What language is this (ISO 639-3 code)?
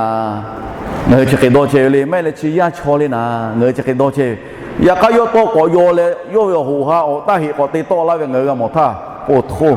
lhu